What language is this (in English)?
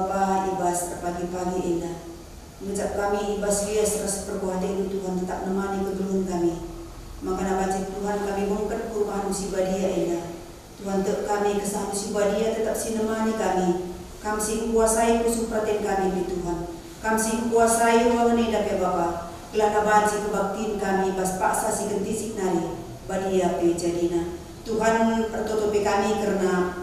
Batak Karo